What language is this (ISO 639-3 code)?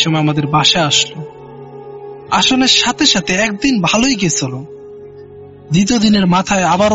ben